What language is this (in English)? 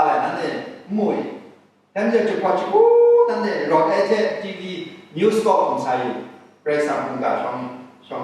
Kachin